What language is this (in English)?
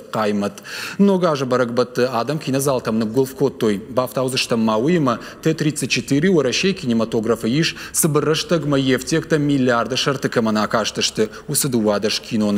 Ossetic